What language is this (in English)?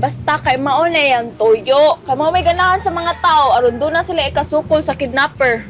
Cebuano